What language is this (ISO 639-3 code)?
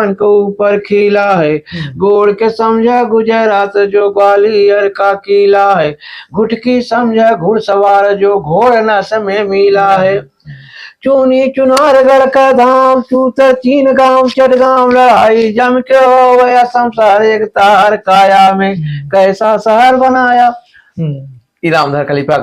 awa